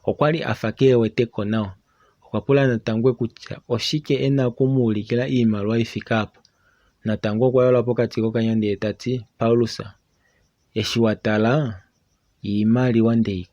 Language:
Kuanyama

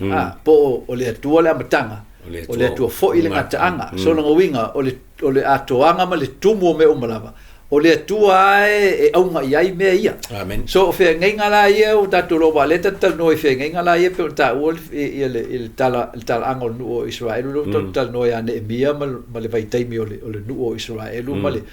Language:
Samoan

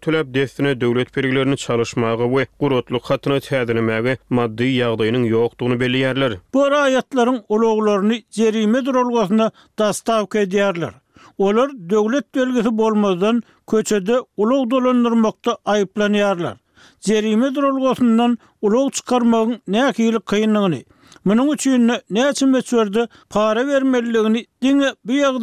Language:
Turkmen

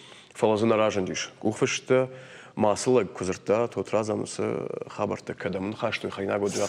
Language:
Ossetic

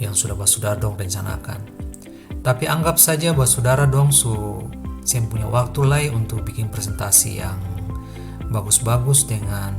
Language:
Ambonese Malay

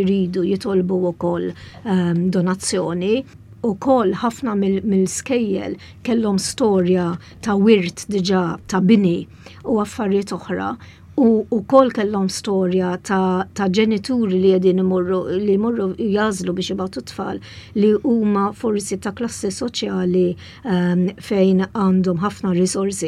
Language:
Maltese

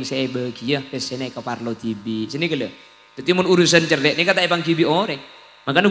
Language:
Madurese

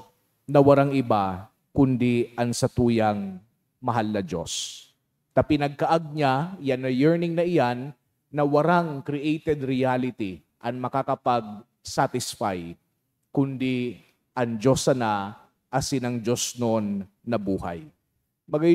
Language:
Bikol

